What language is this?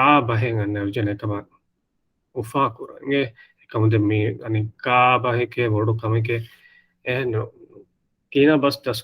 Divehi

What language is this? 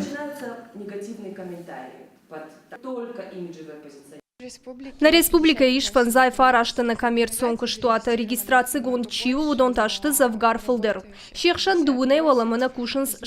Ossetic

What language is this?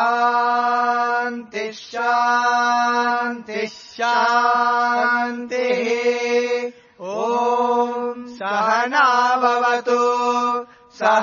Sanskrit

